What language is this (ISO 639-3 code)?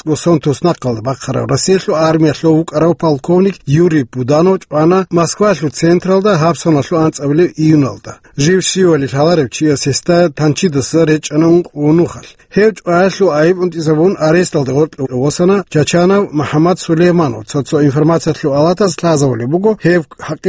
ava